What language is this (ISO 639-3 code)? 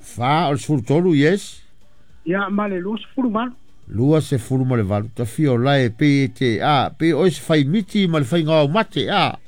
smo